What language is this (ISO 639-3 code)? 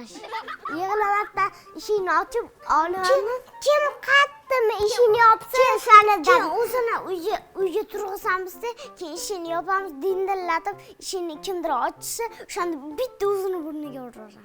uzb